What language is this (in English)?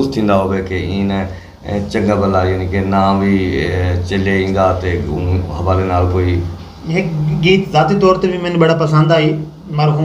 Saraiki